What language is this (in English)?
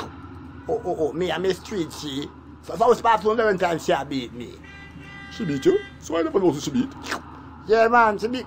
Jamaican Creole English